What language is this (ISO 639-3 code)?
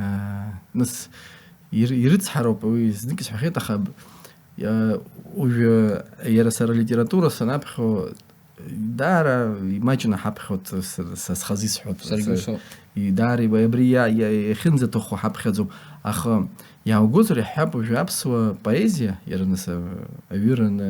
abk